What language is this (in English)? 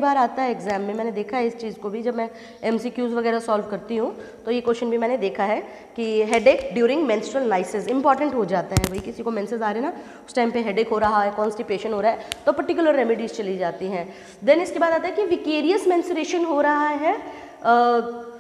Hindi